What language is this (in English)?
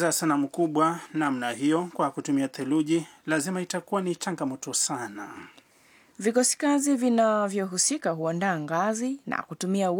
Swahili